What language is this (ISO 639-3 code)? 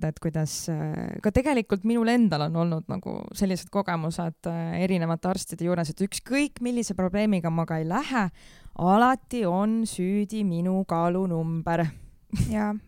est